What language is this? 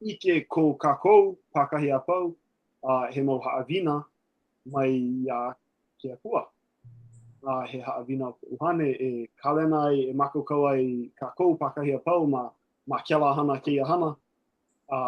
Hawaiian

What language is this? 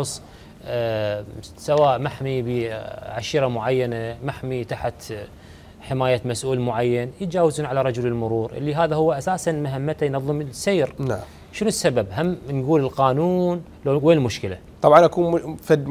Mesopotamian Arabic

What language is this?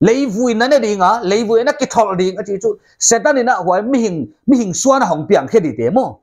Paite Chin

